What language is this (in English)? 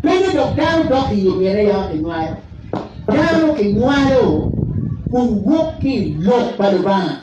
Acoli